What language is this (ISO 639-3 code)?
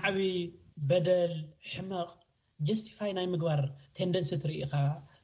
tir